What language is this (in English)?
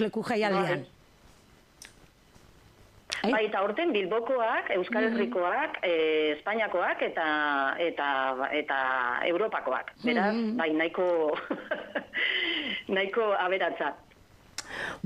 Basque